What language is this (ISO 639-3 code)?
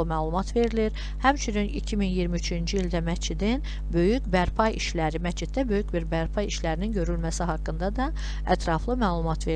aze